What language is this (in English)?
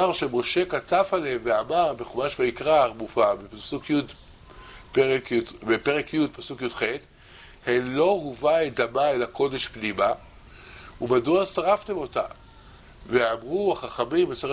Hebrew